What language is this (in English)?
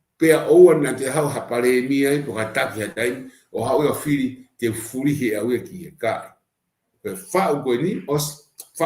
Tongan